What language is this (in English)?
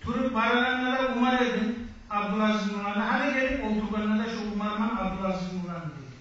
Kumyk